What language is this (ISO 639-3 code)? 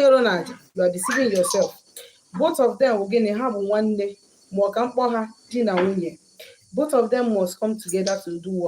ibo